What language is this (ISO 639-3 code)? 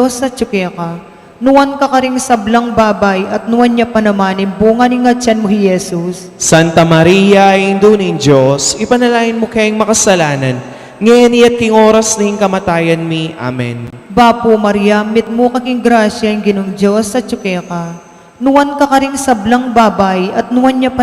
pam